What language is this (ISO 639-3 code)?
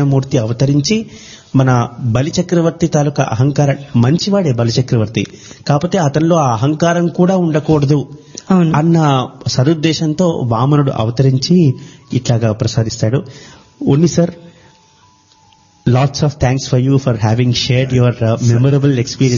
tel